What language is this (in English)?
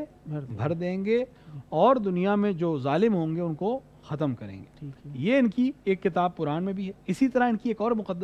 Urdu